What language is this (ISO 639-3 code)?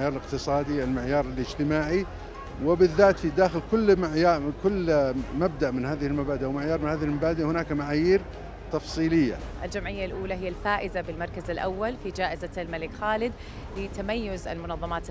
ara